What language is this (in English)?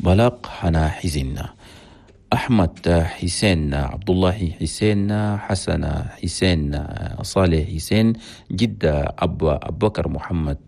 Chadian Arabic